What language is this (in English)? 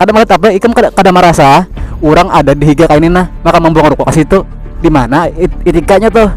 Banjar